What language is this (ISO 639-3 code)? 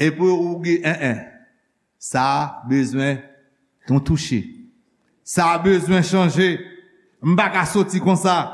hat